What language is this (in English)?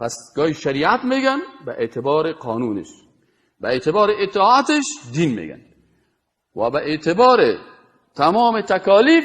Persian